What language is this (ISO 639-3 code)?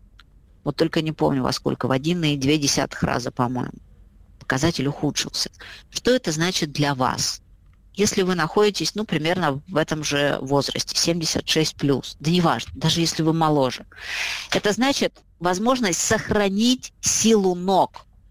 rus